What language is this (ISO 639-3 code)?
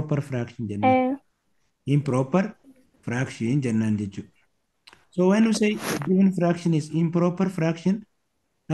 orm